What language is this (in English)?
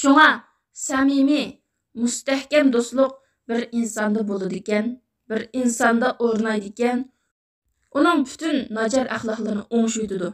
Uyghur